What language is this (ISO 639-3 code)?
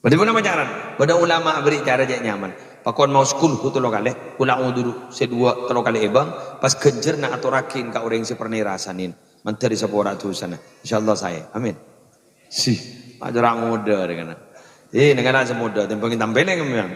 mad